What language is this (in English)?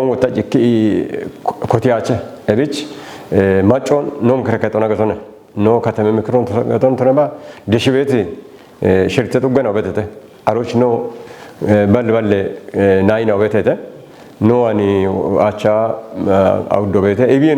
Kafa